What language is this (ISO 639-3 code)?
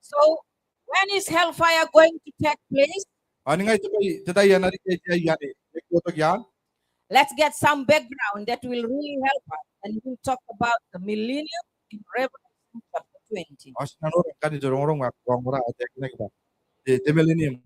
gil